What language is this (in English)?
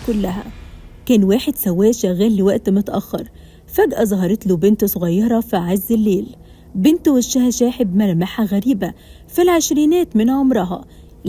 Egyptian Arabic